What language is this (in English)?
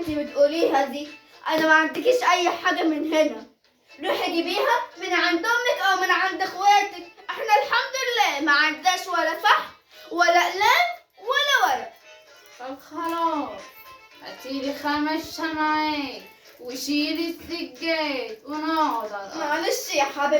Egyptian Arabic